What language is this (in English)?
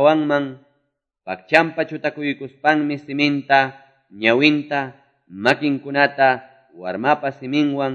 Ayacucho Quechua